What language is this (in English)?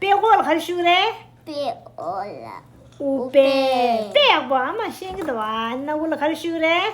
Tibetan